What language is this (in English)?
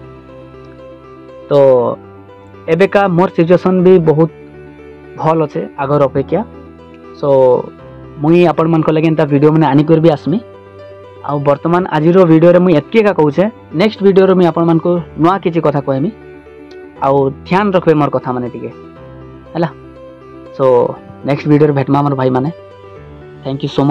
Sambalpuri